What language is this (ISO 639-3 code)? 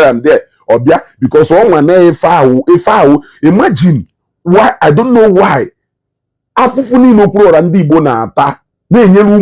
ibo